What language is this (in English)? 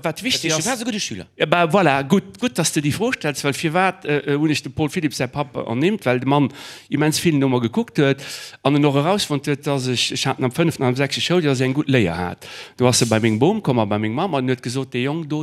Luxembourgish